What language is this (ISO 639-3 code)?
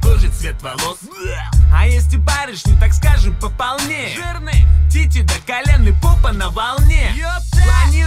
rus